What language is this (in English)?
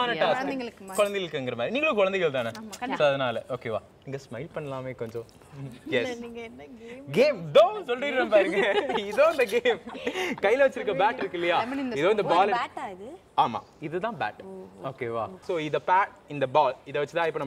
Tamil